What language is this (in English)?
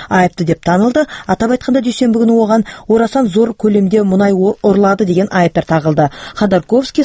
Kazakh